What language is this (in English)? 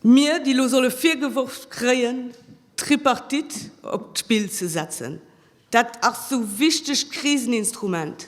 Luxembourgish